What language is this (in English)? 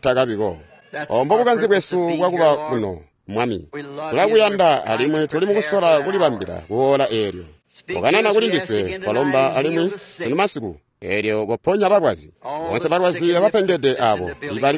Tonga (Zambia)